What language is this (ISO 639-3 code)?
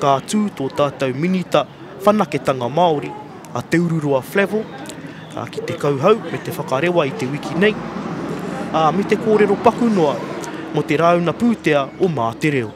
mri